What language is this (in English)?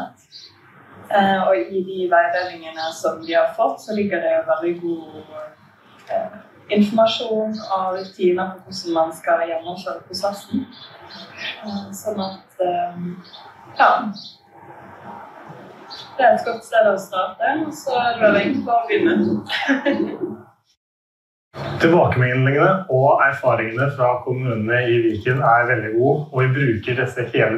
Norwegian